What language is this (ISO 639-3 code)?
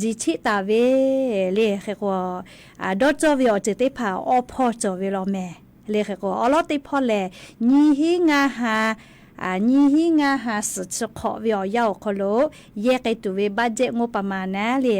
lhu